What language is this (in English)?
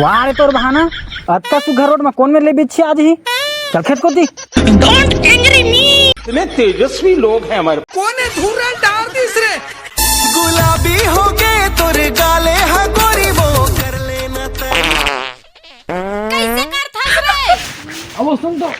Chhattisgarhi